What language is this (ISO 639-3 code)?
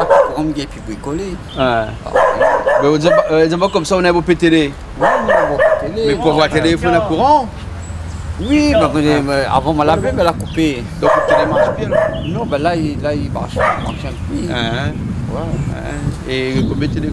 rcf